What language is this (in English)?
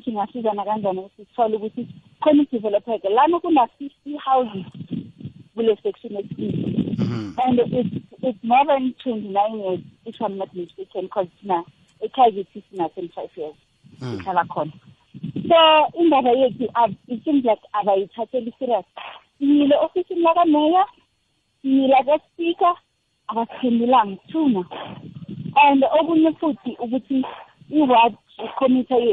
South Ndebele